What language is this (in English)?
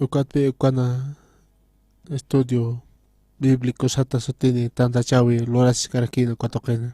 Aymara